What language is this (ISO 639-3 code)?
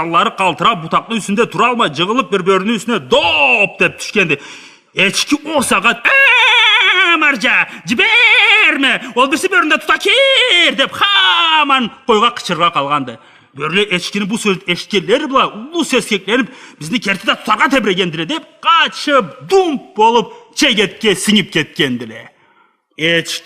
krc